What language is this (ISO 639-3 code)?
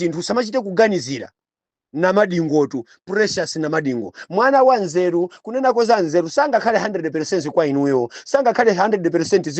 nya